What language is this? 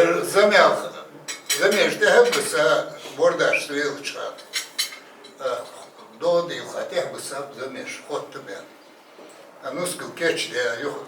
Ingush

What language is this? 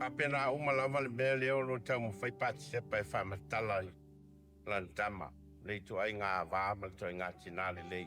Samoan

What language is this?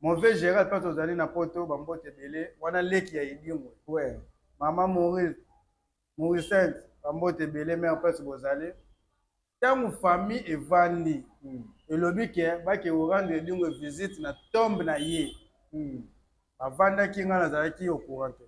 Lingala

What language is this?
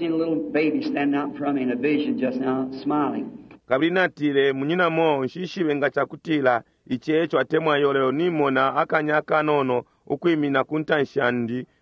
Bemba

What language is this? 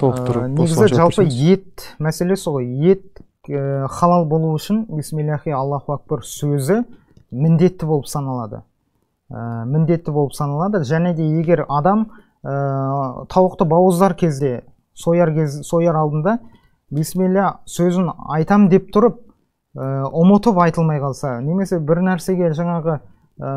Kazakh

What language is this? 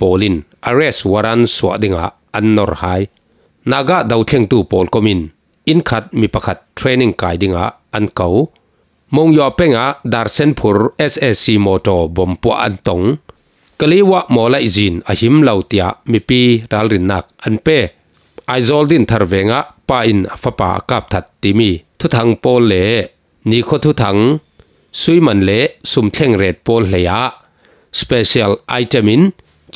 Falam Chin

